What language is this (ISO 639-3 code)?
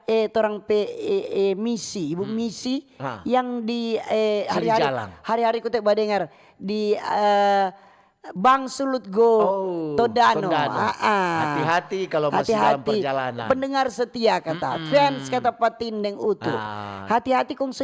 xmm